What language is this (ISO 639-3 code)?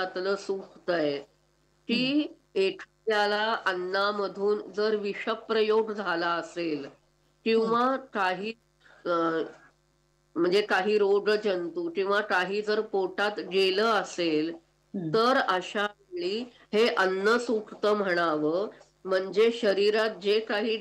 mar